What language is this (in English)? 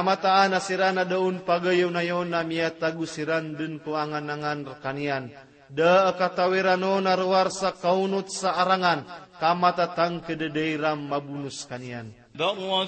Maranao